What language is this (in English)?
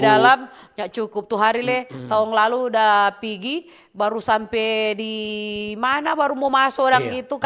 Manado Malay